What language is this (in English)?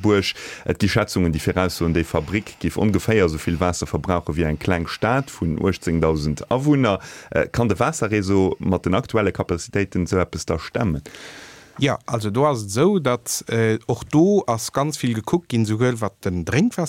Luxembourgish